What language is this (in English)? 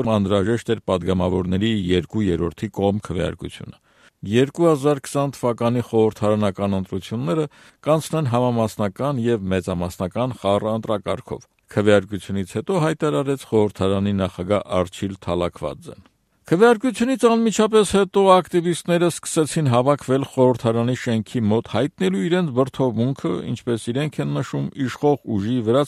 Armenian